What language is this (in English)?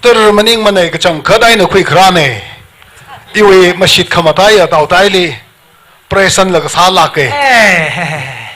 Tangkhul Naga (India)